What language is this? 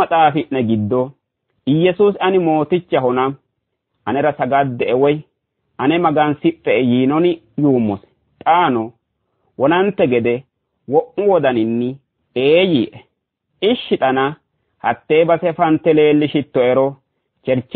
Sidamo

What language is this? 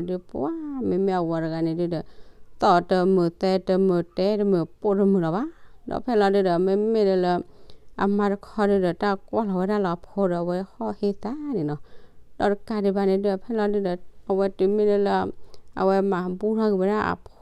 S'gaw Karen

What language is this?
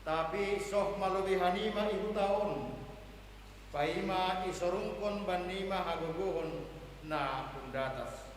Batak Simalungun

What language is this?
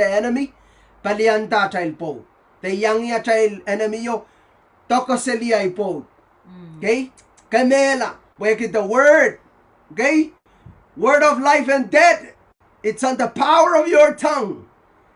Pohnpeian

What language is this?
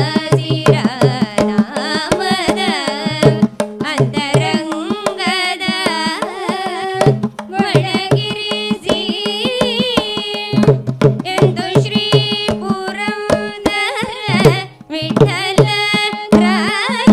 Kannada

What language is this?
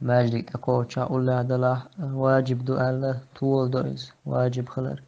Chechen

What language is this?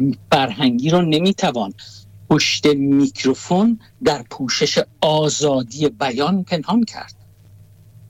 Persian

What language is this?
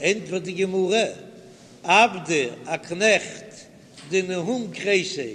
Yiddish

